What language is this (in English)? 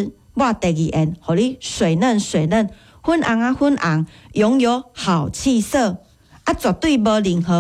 Min Nan Chinese